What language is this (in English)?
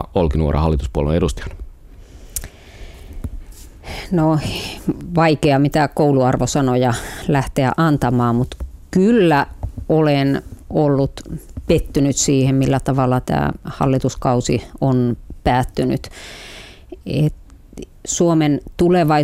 Finnish